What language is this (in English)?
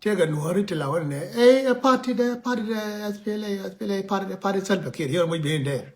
Nuer